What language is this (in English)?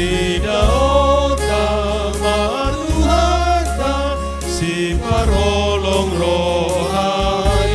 Batak Toba